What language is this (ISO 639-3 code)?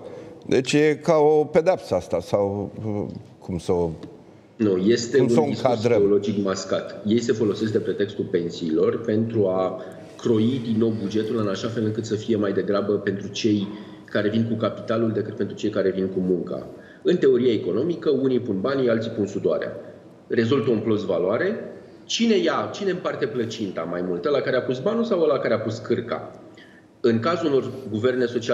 ron